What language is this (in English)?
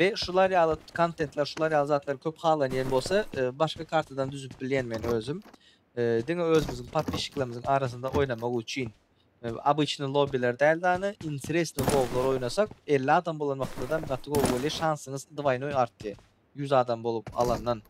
Turkmen